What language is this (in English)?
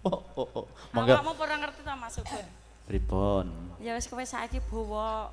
Javanese